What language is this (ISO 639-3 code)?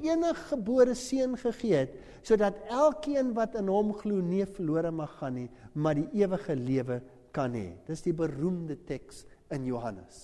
afr